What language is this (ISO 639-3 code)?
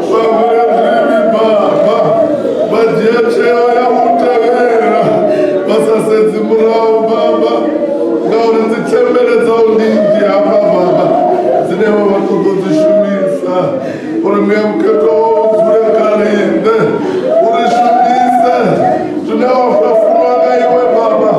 ven